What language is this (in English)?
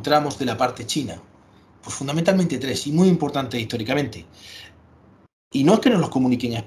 Spanish